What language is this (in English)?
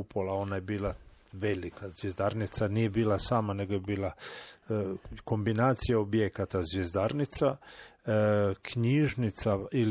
Croatian